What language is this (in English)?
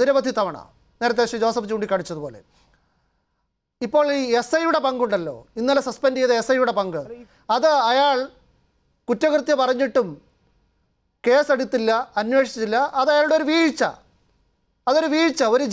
Malayalam